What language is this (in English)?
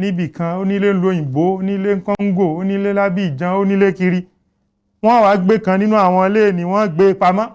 Yoruba